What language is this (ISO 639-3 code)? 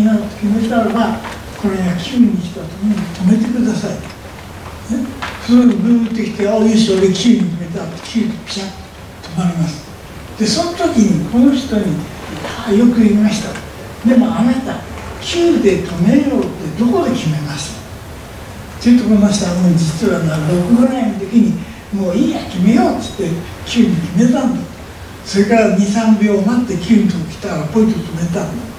jpn